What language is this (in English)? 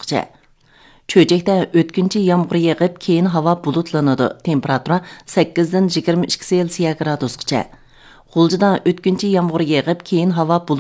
Uyghur